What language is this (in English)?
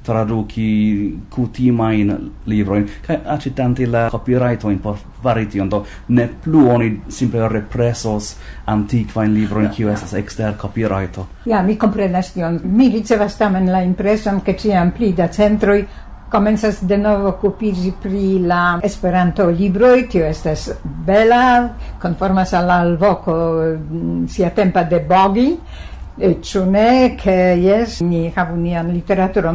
Esperanto